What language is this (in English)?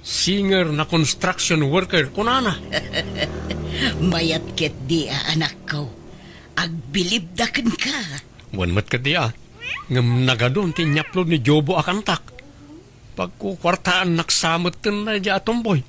Iloko